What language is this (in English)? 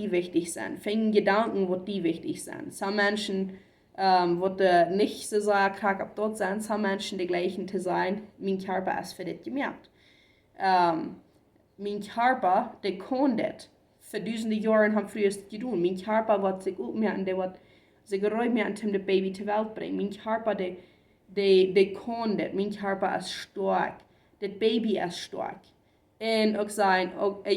Plautdietsch